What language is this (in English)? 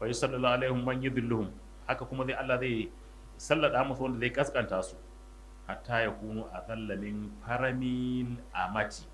Hausa